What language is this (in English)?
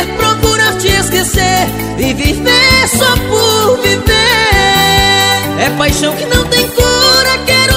Portuguese